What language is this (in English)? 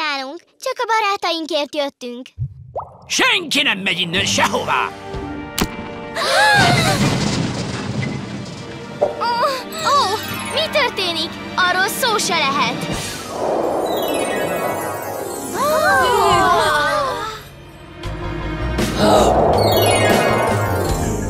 Hungarian